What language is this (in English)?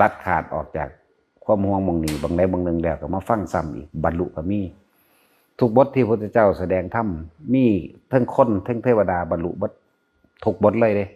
Northeastern Thai